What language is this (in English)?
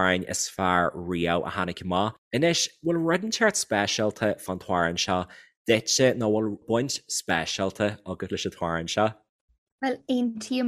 Irish